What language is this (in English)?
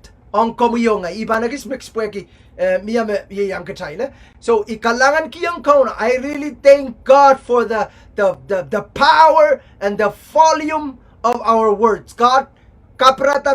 Pohnpeian